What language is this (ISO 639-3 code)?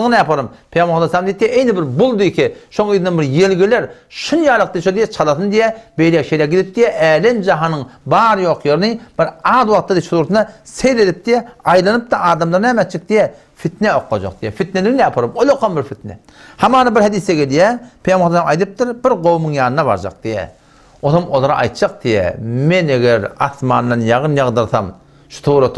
tuk